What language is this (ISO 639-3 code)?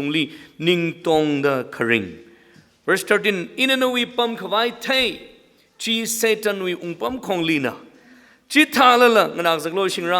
nmf